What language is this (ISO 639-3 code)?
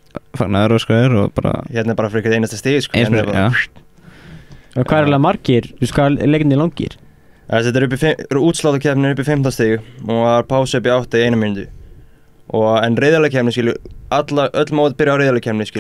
isl